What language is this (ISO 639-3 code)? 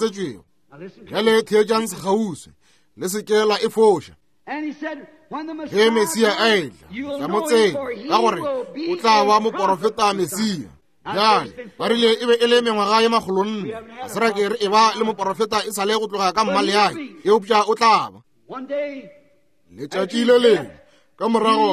nso